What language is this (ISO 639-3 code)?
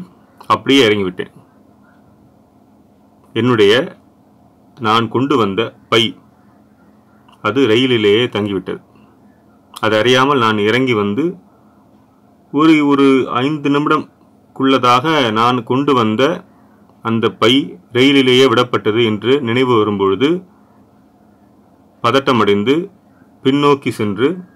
tam